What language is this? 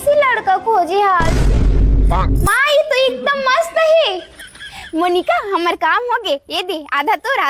Chhattisgarhi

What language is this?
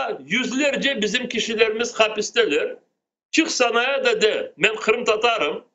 Crimean Tatar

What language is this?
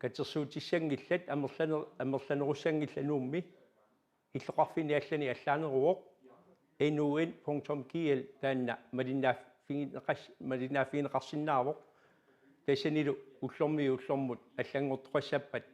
Kalaallisut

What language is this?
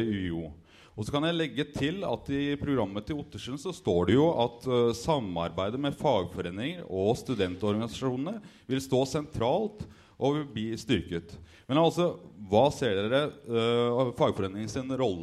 Norwegian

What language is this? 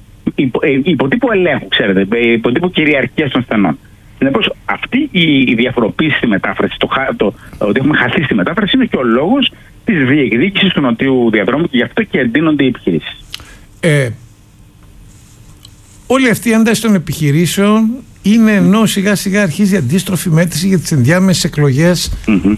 Greek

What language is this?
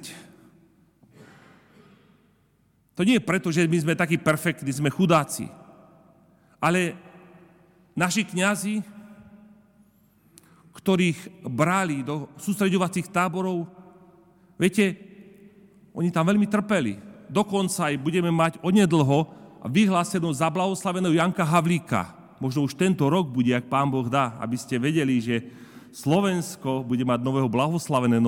Slovak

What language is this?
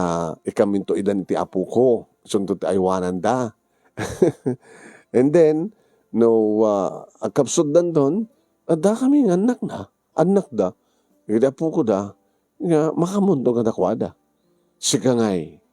Iloko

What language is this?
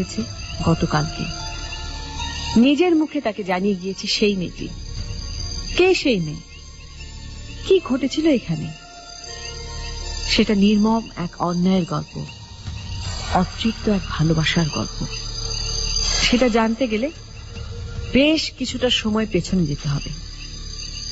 Bangla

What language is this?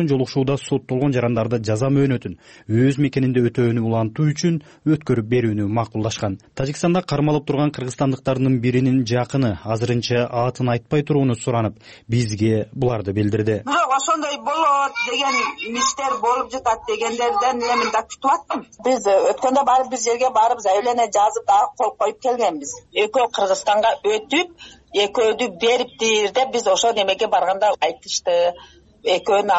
Kyrgyz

